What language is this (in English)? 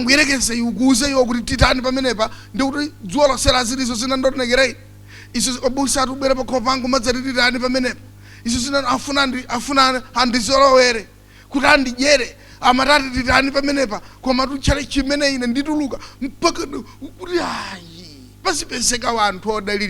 Nyanja